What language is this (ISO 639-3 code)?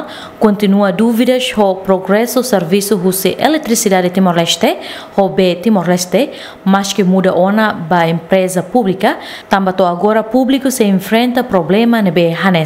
tet